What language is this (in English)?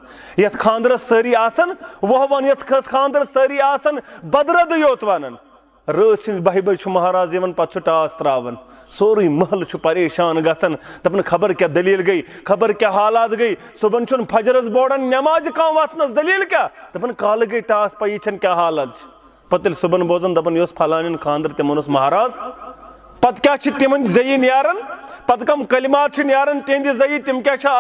Kashmiri